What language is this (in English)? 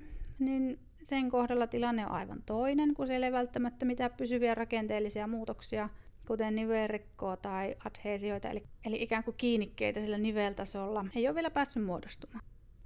Finnish